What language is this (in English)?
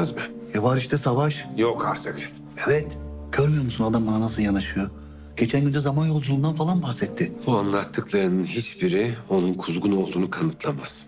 Turkish